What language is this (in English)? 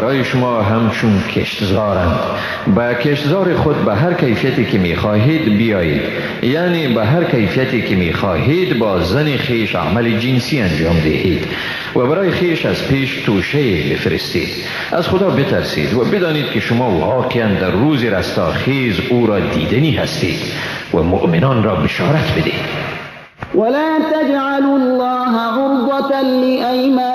Persian